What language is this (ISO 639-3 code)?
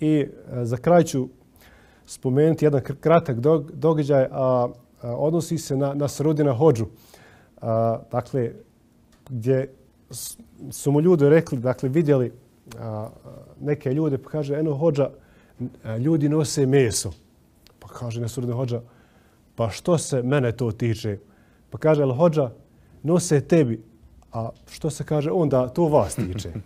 bos